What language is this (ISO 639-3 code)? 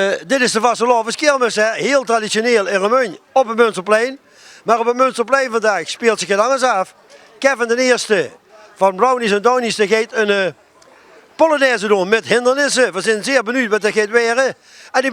lim